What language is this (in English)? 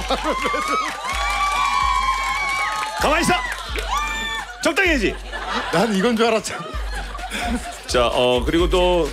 Korean